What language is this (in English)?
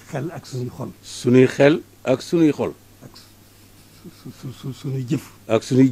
Wolof